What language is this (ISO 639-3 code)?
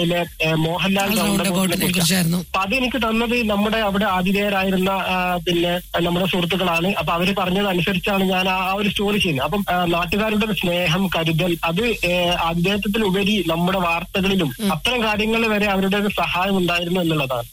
mal